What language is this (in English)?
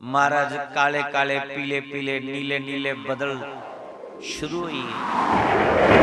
Dogri